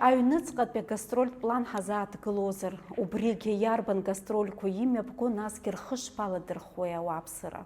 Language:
Abkhazian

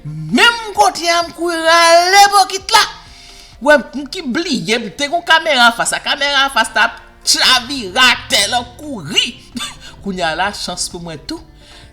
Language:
Haitian Creole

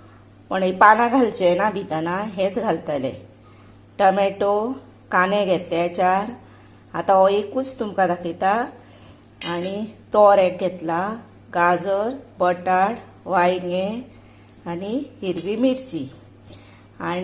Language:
Konkani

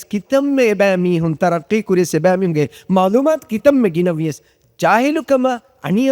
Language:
Divehi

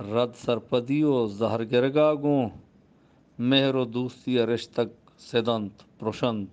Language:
Eastern Balochi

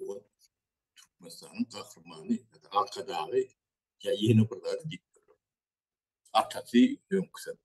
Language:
Turkmen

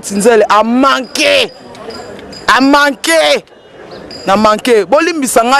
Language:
Lingala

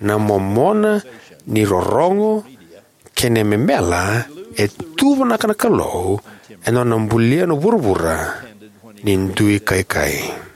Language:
Fijian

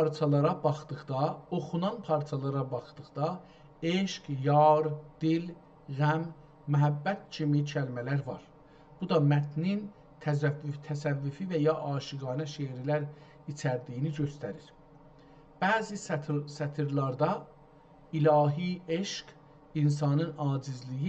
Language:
South Azerbaijani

